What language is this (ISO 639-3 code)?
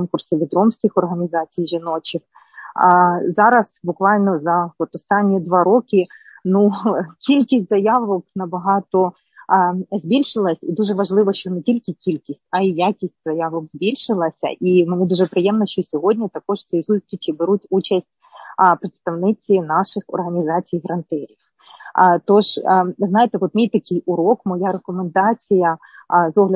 ukr